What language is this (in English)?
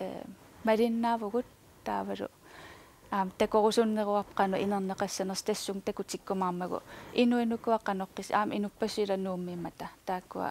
Kalaallisut